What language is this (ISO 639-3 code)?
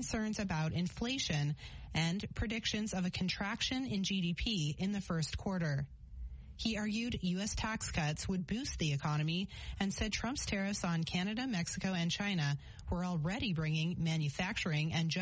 eng